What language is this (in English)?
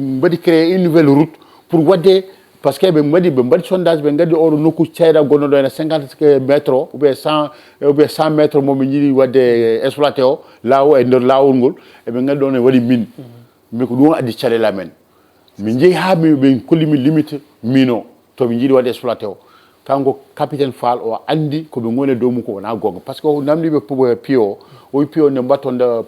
Fula